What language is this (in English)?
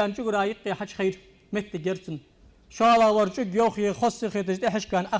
Ingush